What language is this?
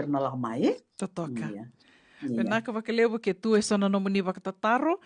Fijian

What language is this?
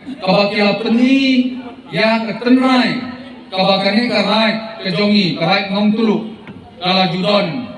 Khasi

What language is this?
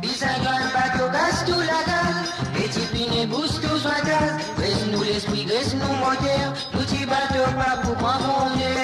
Morisyen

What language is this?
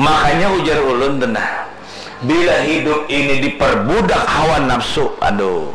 Banjar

